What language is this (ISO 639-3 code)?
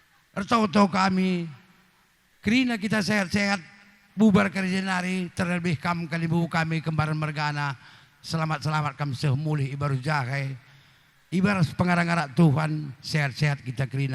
btx